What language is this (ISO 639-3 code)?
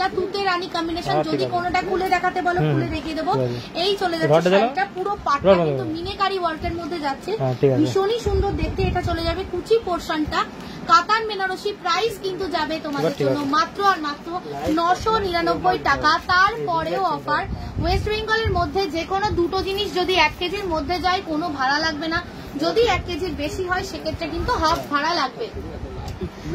ben